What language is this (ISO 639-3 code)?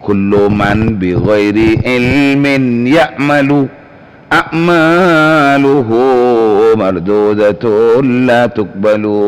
mad